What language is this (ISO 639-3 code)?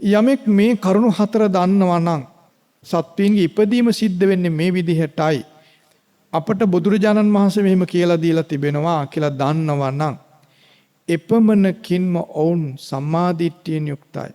sin